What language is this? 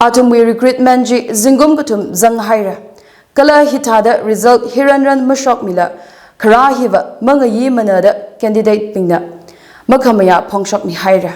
Tangkhul Naga (India)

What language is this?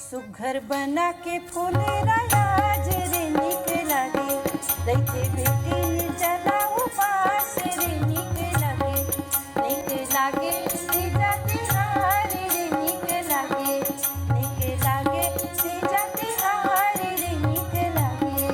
Chhattisgarhi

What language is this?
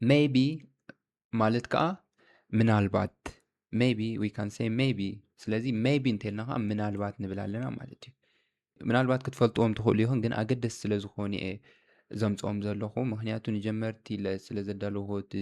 Tigrinya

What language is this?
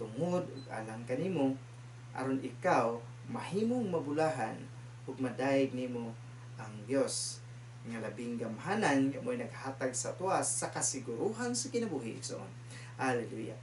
Cebuano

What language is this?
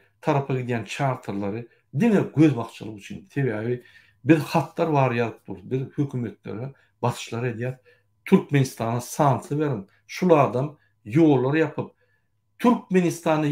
Turkmen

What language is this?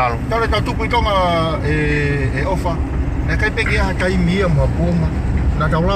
Tongan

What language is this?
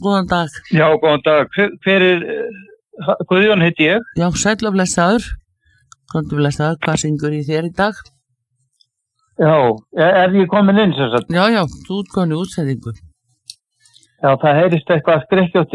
Icelandic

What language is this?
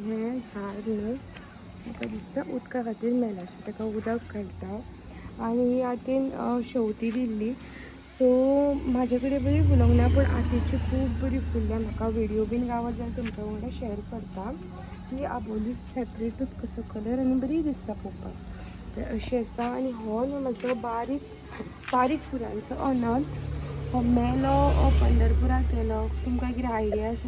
Konkani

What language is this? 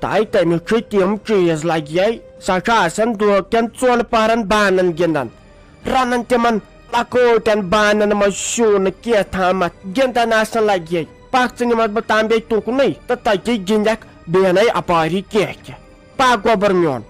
Kashmiri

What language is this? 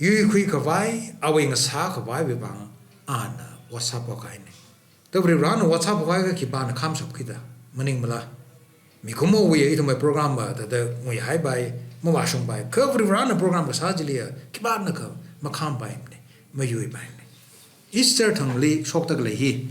Tangkhul Naga (India)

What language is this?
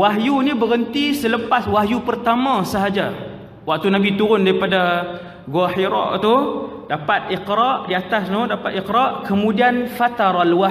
Malay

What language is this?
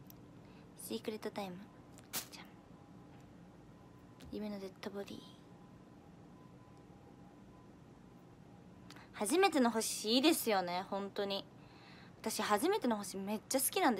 Japanese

